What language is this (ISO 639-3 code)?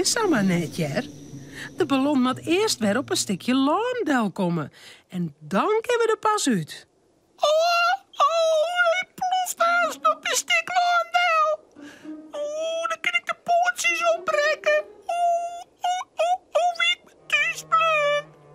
fry